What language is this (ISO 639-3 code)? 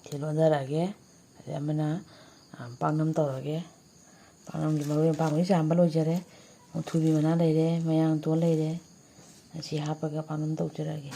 mni